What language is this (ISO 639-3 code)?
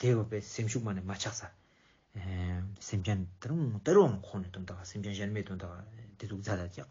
lbj